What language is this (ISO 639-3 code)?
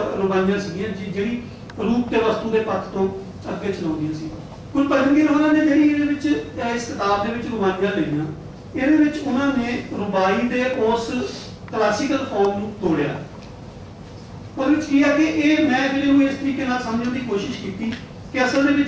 pan